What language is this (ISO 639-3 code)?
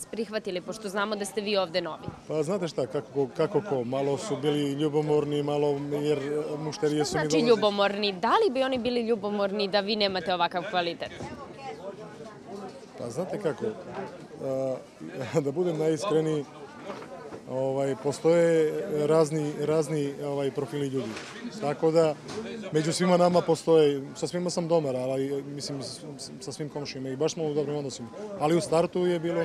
srp